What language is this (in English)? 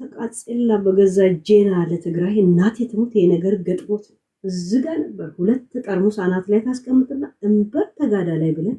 Amharic